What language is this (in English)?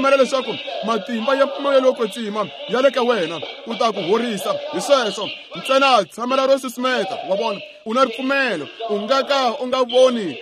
Tsonga